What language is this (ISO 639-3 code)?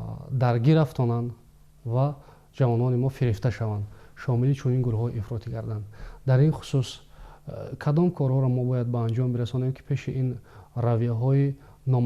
tgk